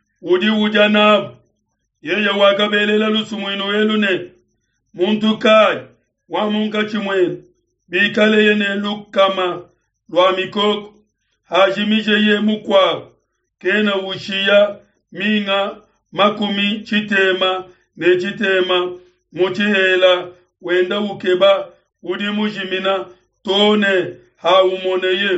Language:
Luba-Lulua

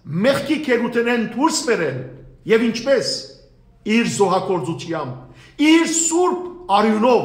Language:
Western Armenian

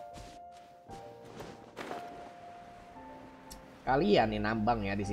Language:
Indonesian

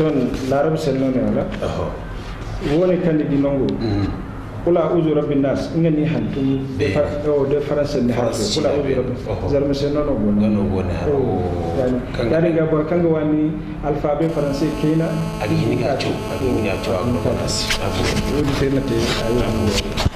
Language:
Zarma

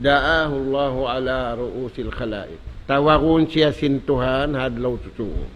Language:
Tausug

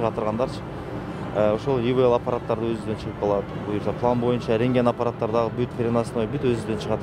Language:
Kyrgyz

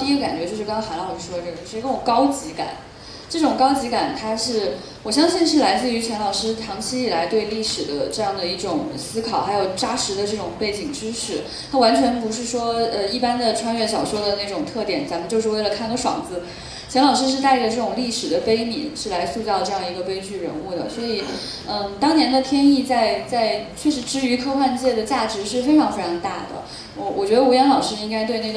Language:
Chinese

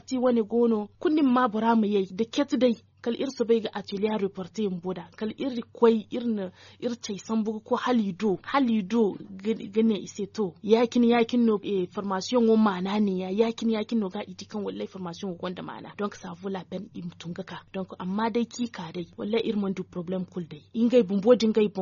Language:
Zarma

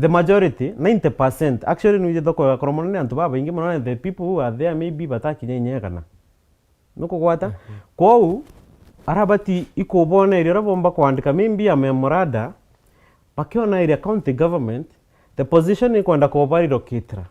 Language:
Meru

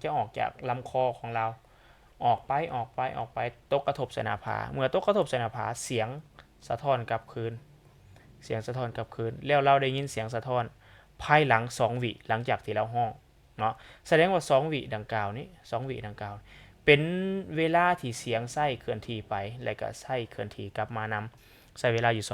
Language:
Lao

